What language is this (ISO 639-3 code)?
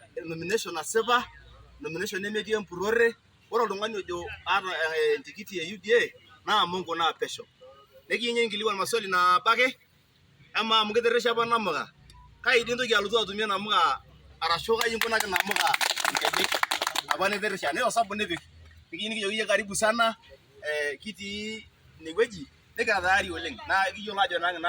mas